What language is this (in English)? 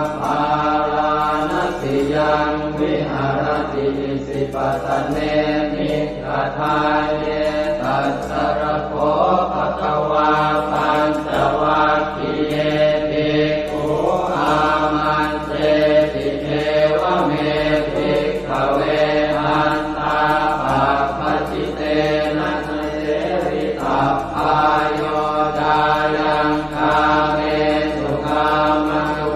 Pali